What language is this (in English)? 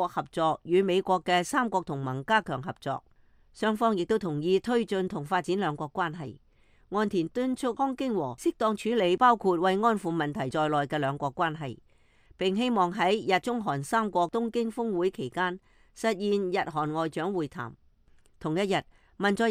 Cantonese